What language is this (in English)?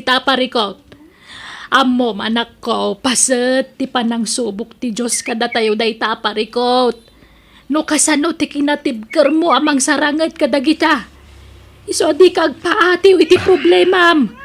Iloko